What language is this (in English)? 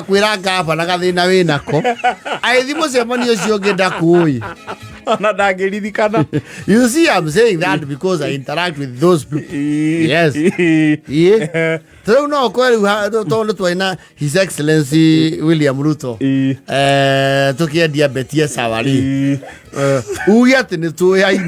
Kikuyu